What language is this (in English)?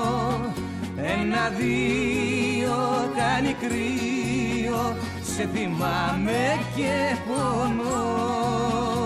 Greek